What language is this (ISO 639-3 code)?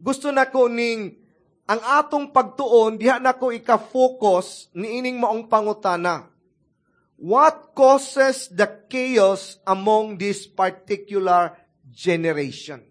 ceb